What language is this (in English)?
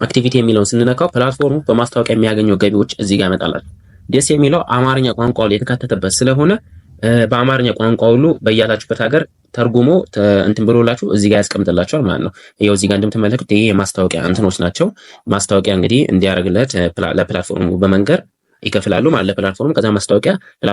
Amharic